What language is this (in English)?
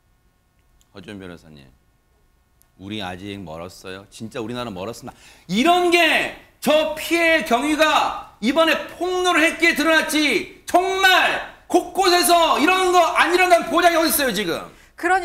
Korean